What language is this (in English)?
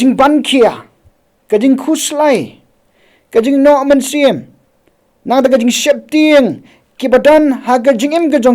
Khasi